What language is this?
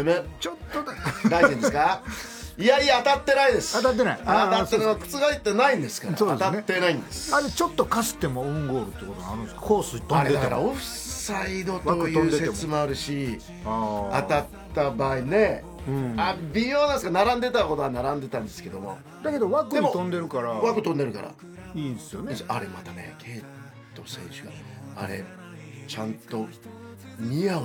Japanese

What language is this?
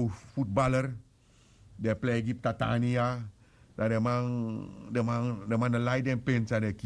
Sranan Tongo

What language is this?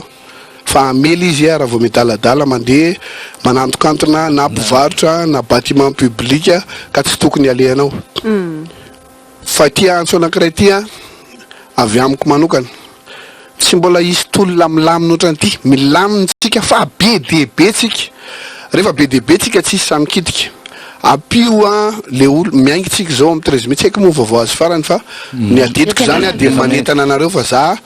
Malagasy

